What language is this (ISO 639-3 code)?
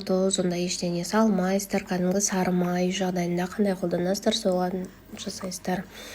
kaz